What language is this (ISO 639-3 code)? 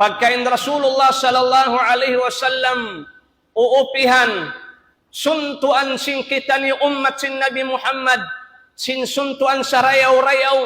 tsg